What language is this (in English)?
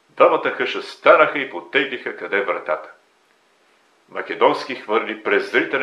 Bulgarian